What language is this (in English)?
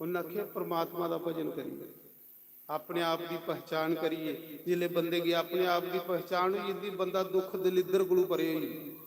Dogri